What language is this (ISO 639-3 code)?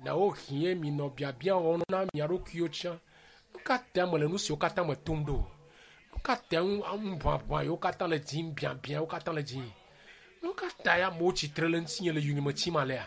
ewe